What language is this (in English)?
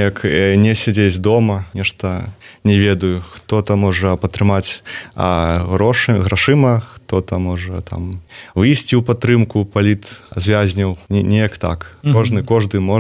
Belarusian